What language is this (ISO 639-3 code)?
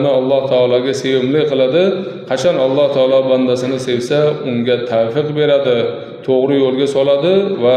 uzb